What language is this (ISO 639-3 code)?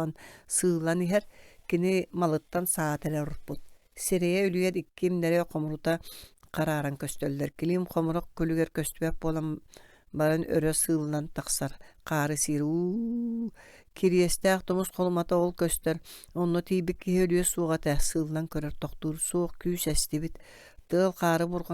sah